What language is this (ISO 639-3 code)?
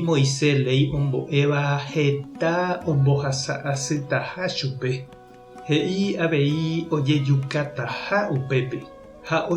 grn